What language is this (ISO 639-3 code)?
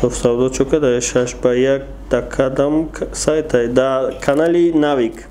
tgk